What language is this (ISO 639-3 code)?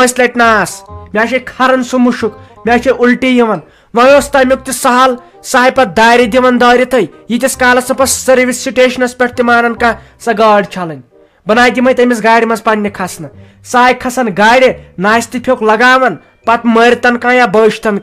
kas